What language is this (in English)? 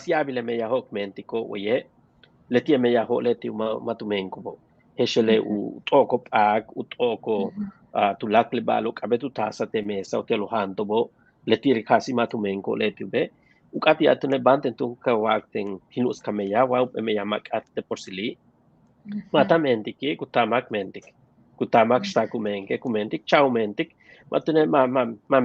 Yucateco